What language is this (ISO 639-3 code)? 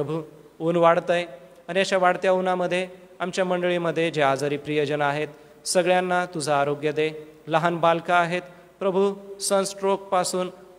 mar